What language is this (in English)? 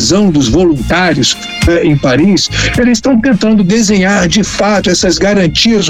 Portuguese